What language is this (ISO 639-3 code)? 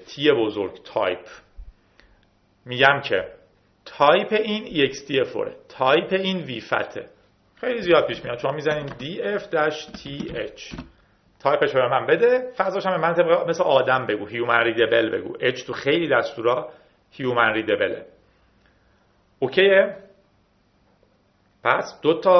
fas